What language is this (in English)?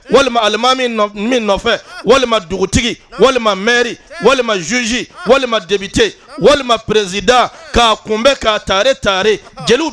Bambara